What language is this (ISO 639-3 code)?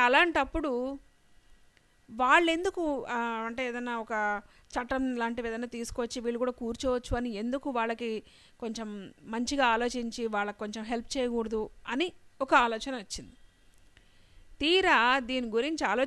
tel